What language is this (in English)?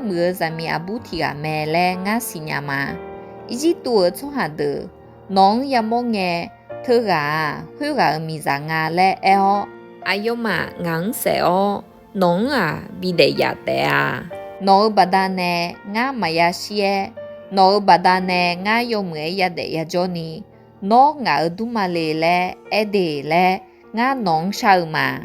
Akha